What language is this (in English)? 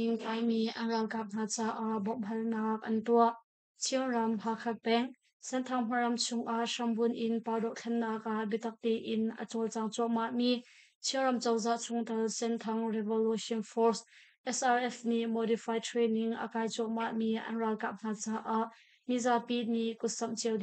Hakha Chin